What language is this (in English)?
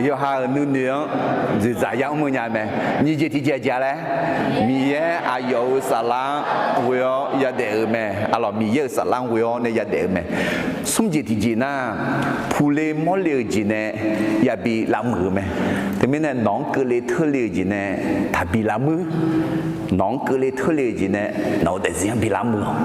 Akha